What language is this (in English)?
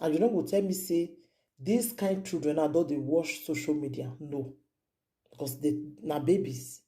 Nigerian Pidgin